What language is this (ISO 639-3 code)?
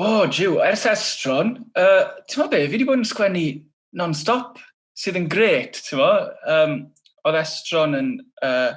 cym